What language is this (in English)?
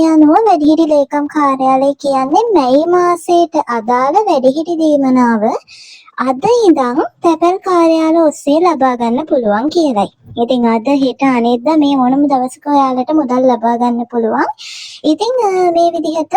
Sinhala